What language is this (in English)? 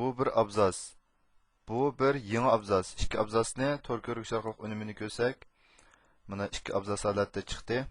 Uyghur